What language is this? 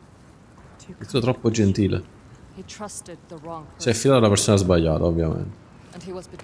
Italian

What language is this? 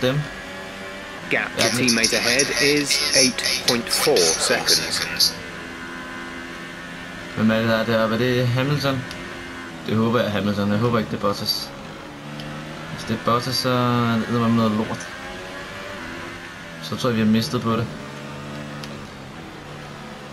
Danish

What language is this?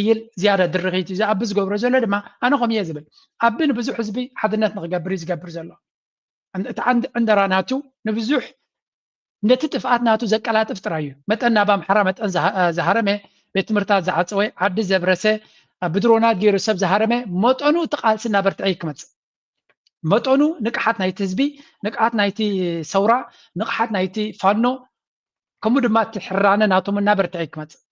Tigrinya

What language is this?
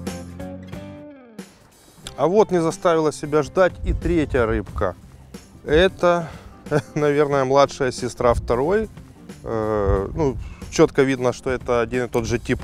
Russian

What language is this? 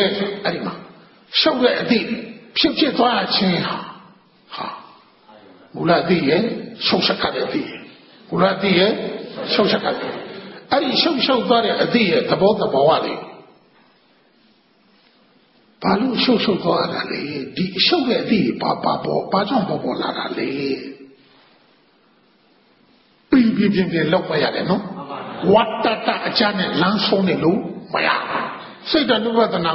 Burmese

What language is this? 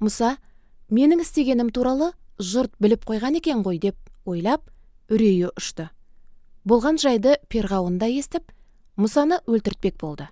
Kazakh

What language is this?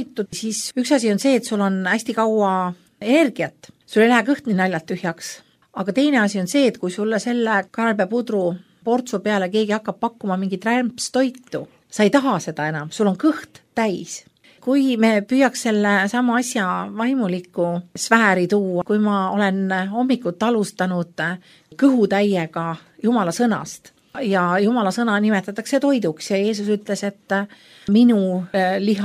Estonian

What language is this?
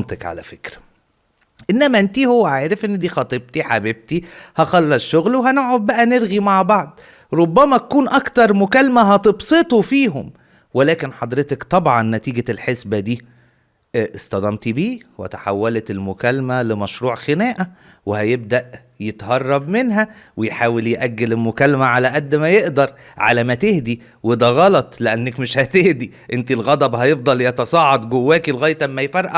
Egyptian Arabic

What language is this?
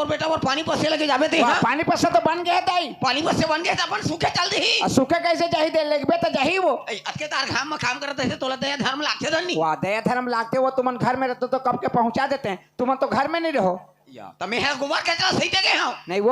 Chhattisgarhi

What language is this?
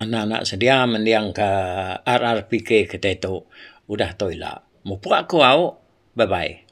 Iban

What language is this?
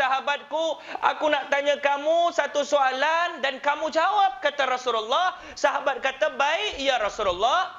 Malay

